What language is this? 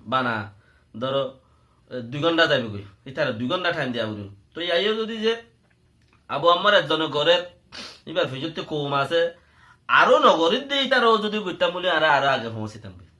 Rohingya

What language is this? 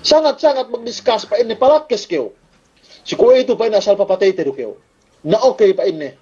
Yakan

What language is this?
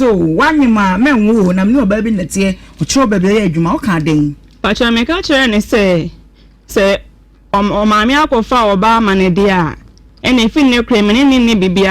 Akan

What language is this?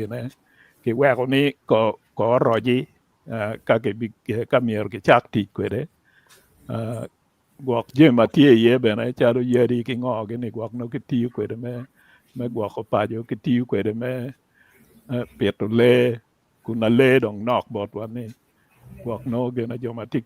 Acoli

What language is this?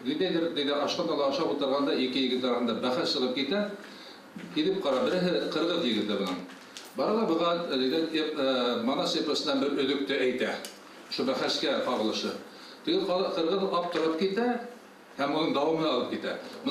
Bashkir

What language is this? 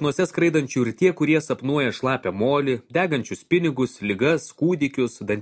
Lithuanian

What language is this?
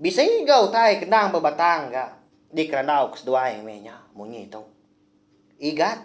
Iban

